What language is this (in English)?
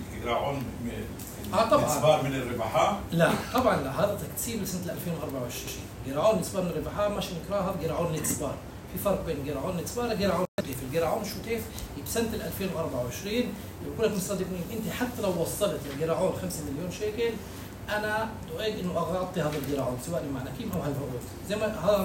North Levantine Arabic